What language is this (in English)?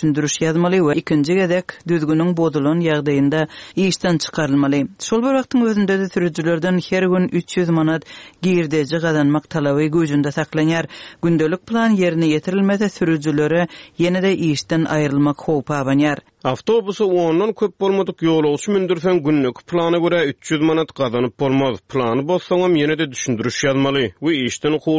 Turkmen